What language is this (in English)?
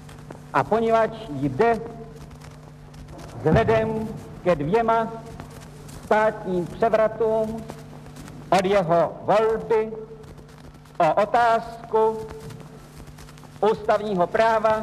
Czech